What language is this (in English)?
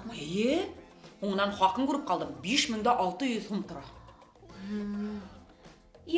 Bashkir